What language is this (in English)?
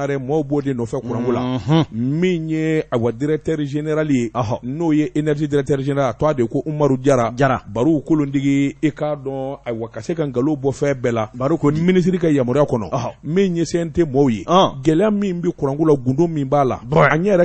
Bambara